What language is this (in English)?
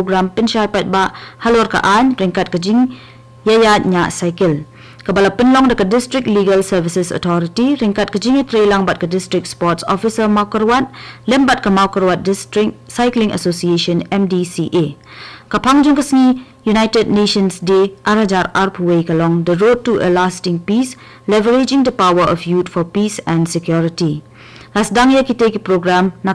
Khasi